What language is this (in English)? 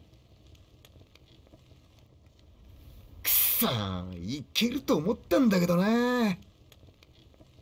Japanese